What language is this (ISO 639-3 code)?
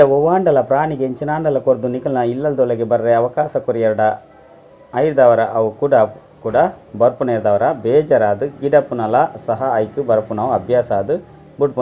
tcy